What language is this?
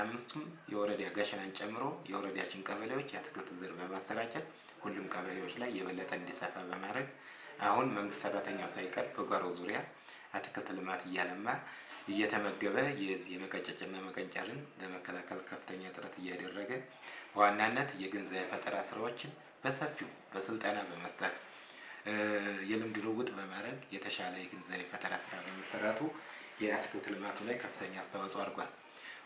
Amharic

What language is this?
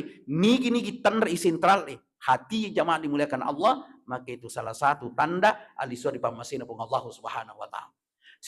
Buginese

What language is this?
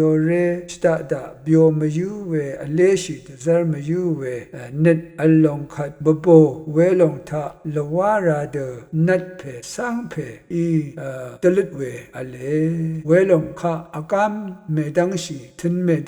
Rawang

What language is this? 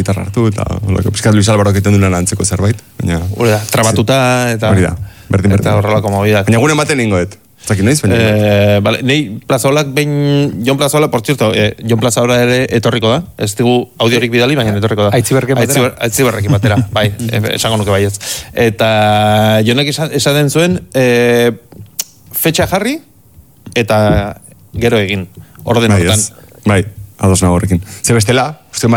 Basque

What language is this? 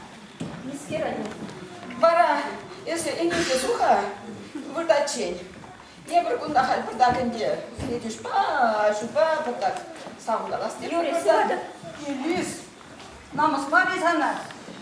Chuvash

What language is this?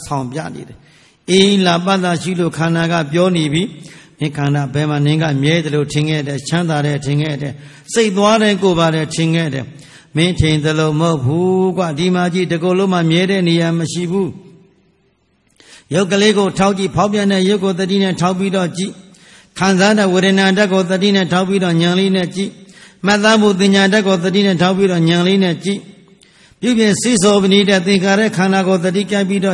Burmese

